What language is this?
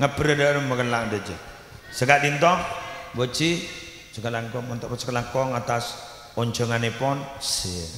Madurese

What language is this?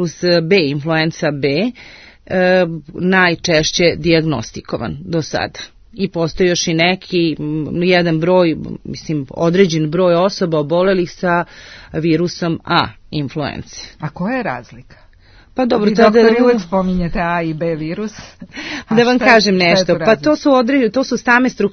Serbian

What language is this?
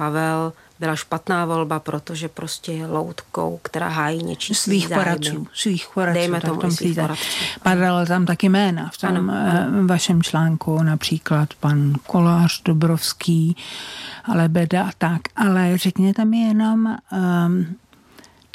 Czech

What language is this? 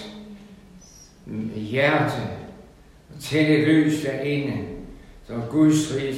Danish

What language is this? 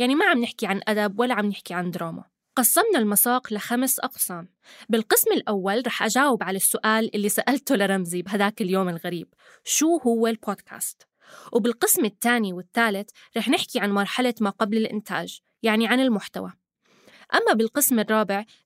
North Levantine Arabic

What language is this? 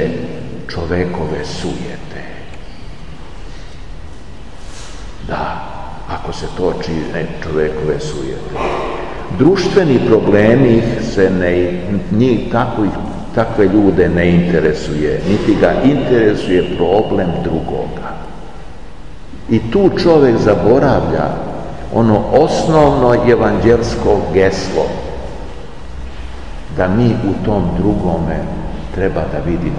Serbian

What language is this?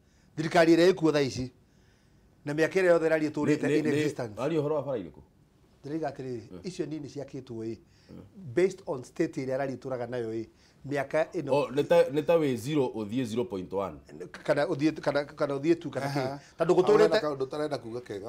Kikuyu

